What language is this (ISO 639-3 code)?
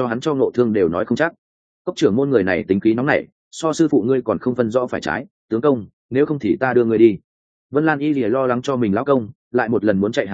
vie